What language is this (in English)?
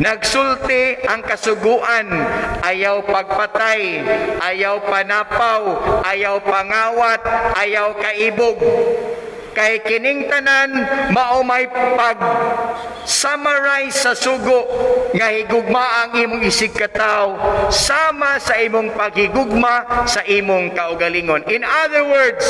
Cebuano